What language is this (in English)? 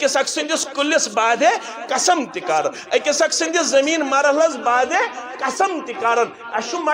Kashmiri